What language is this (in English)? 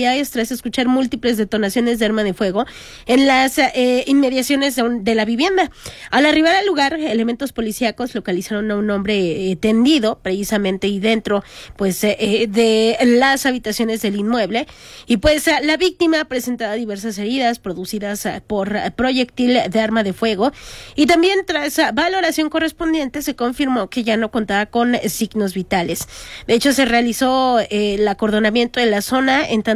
Spanish